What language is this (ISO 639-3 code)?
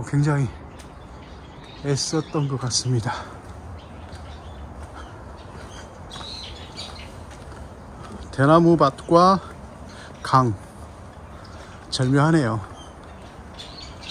kor